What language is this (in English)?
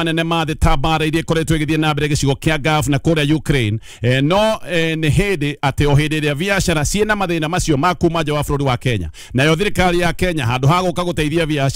Kikuyu